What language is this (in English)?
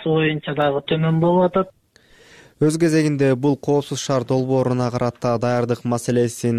Kyrgyz